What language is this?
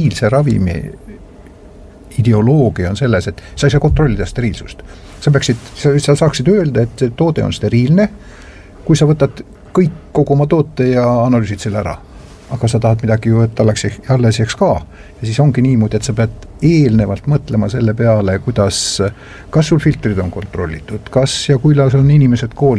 Estonian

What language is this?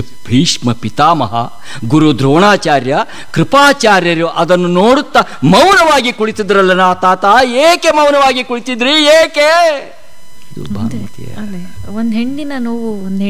Kannada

